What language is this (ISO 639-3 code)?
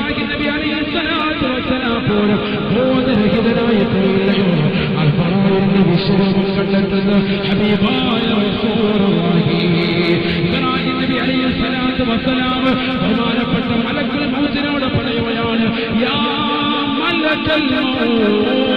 mal